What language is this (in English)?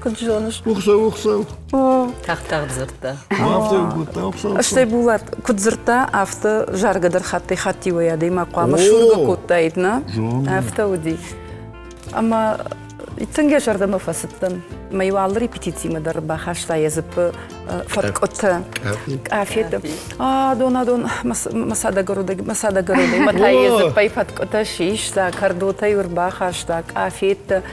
Ossetic